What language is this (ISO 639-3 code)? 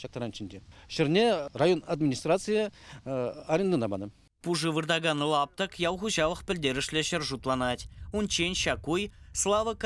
chv